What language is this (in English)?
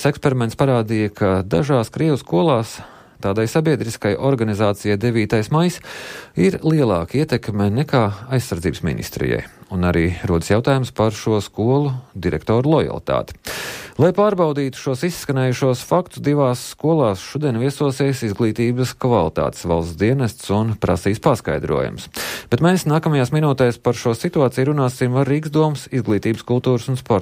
Latvian